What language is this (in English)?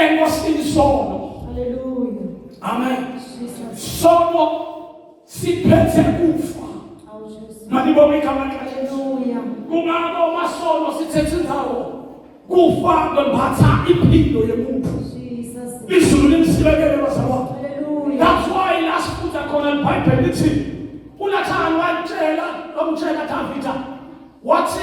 Zulu